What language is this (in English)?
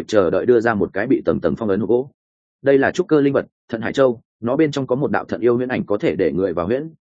Vietnamese